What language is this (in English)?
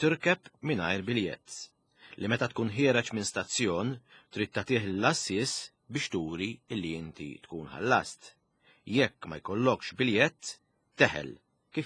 Maltese